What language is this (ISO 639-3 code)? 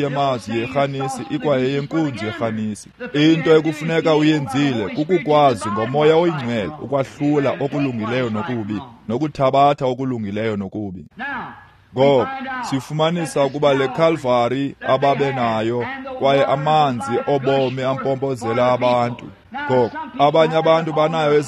xho